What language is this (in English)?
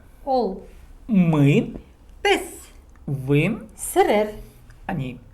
Khakas